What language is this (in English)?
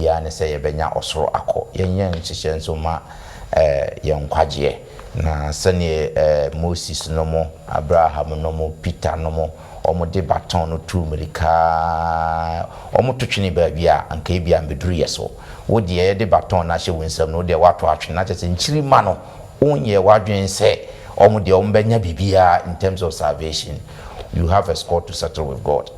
Akan